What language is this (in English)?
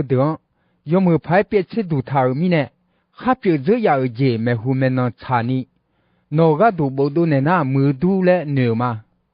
Akha